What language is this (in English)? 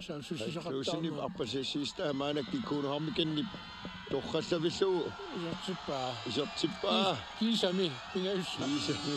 Kalaallisut